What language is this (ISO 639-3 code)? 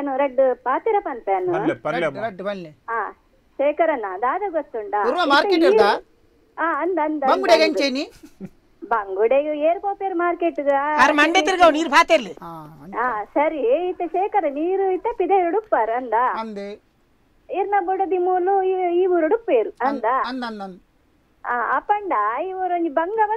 tcy